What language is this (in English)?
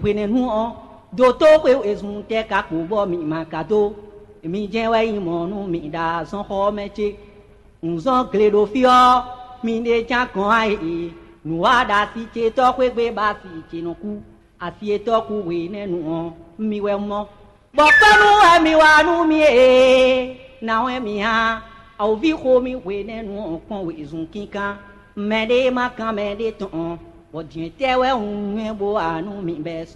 Fon